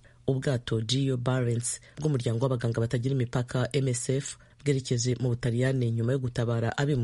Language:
Kinyarwanda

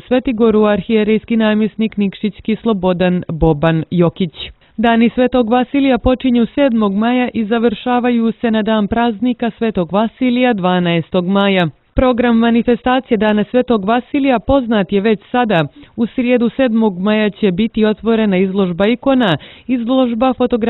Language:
Serbian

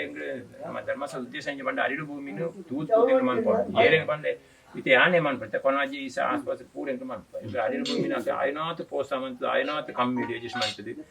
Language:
Tulu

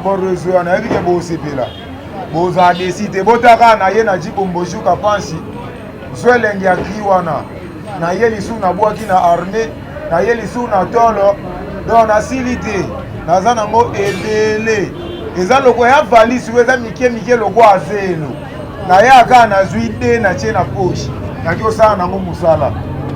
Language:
Lingala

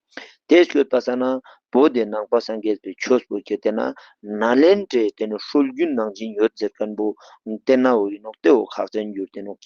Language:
Ladakhi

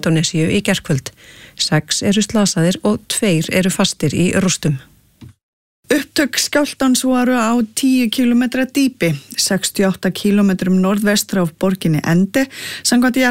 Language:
Icelandic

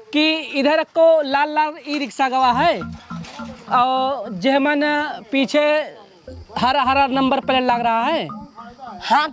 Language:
Awadhi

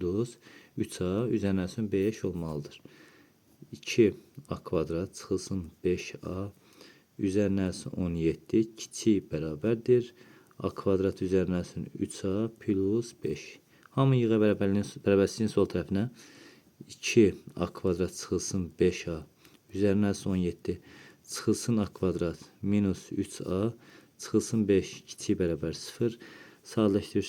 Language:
Azerbaijani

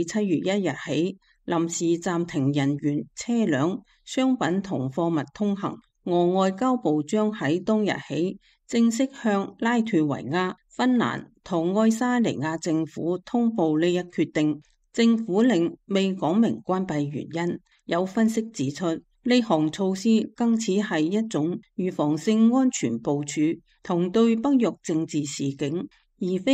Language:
Cantonese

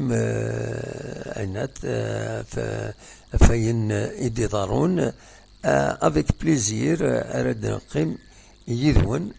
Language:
Kabyle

